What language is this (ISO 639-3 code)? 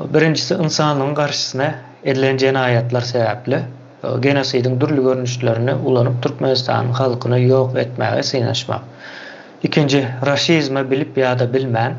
tuk